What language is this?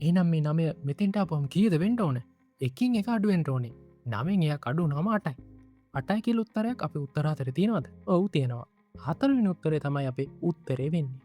Sinhala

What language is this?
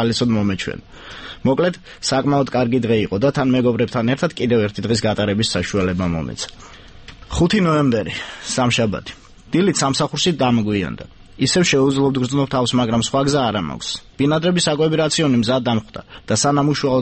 Georgian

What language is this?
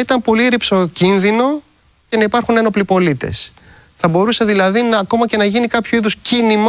Greek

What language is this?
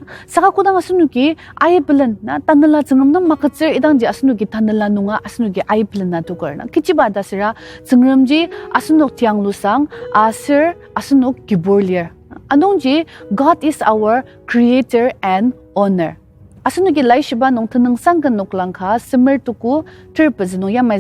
Ao Naga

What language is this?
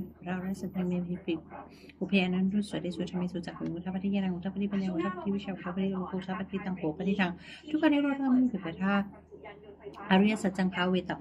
Pali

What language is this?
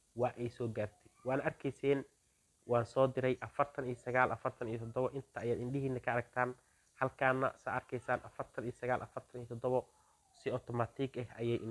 Somali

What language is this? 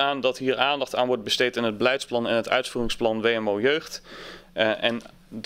Dutch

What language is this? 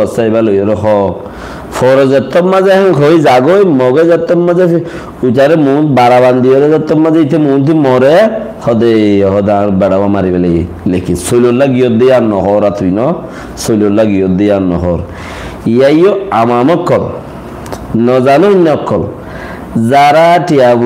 Rohingya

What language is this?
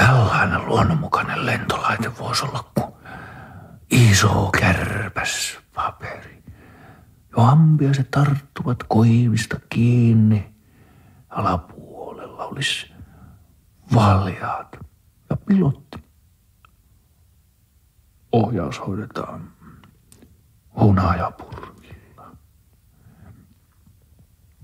Finnish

